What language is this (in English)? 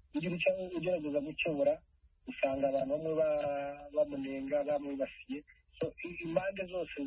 Kinyarwanda